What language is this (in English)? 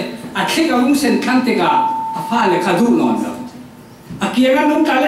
Falam Chin